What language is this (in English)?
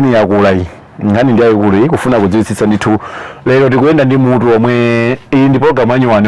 Nyanja